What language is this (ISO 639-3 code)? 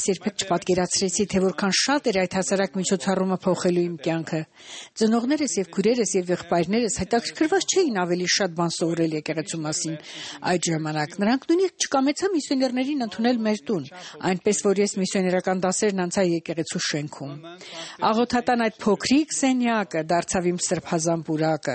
hye